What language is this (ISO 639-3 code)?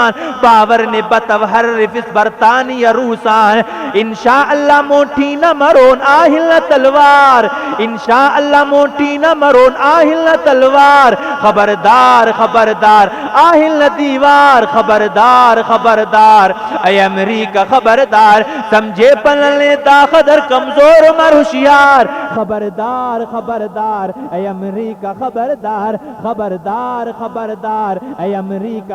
brh